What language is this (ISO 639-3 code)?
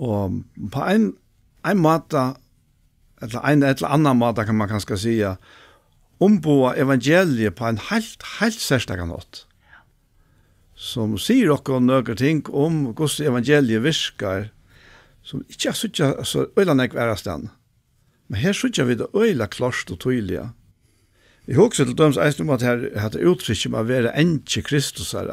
fao